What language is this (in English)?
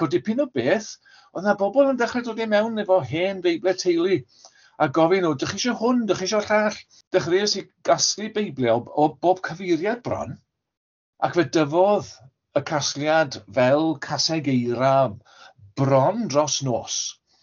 Welsh